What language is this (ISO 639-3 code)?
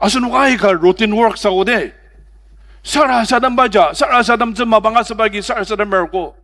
njo